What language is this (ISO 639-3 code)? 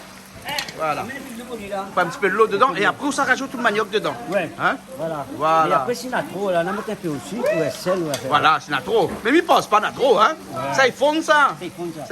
rcf